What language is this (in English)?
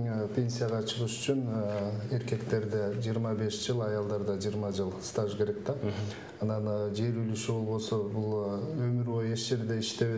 Kyrgyz